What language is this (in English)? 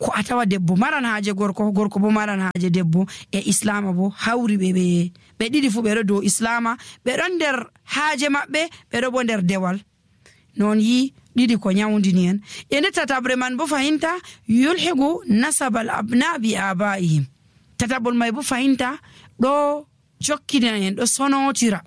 Nigerian Fulfulde